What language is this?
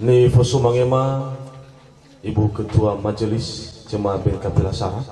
Nias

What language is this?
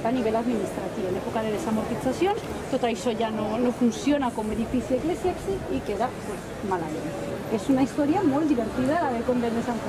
Catalan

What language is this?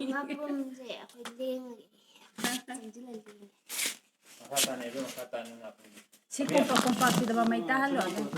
Manipuri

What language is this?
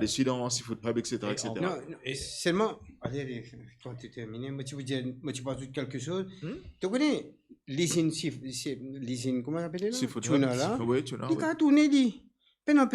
Morisyen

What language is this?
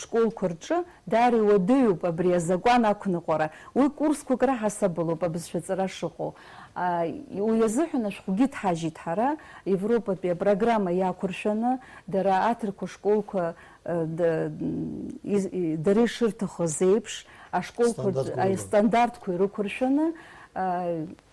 Abkhazian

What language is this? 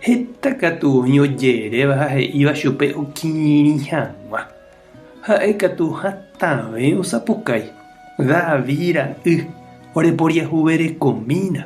Guarani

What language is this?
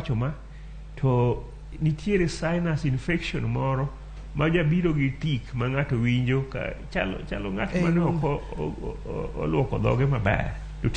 Luo (Kenya and Tanzania)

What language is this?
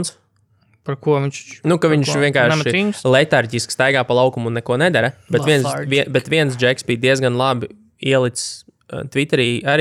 Latvian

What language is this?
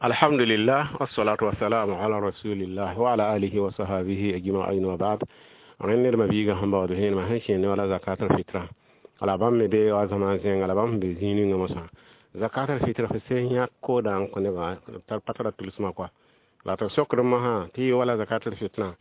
Mossi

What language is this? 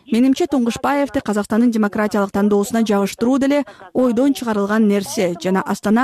Kyrgyz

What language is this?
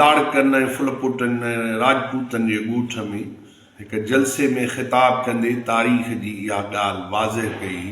Sindhi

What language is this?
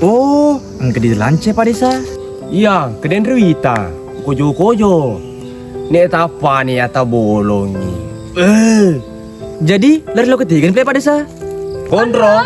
Buginese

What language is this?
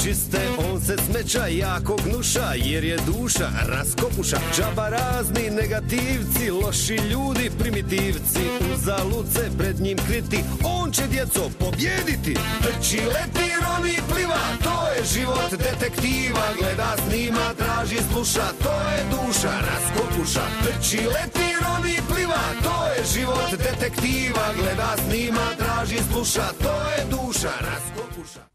Bosnian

